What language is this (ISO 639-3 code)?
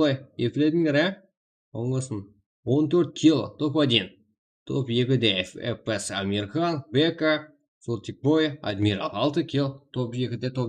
kaa